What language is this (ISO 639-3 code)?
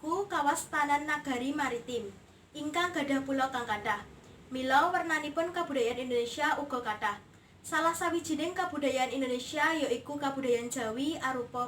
jav